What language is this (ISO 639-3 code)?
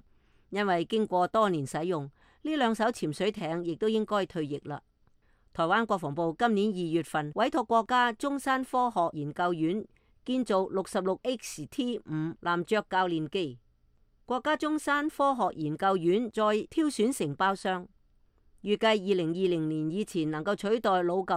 yue